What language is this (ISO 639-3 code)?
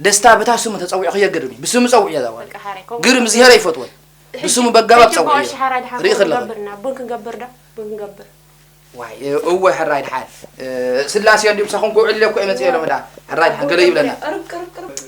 tir